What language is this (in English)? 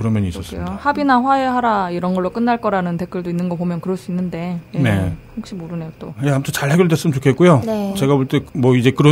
Korean